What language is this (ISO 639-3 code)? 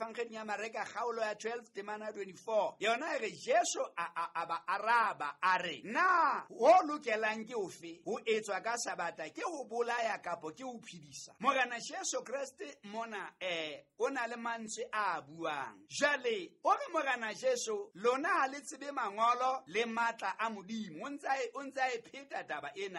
sot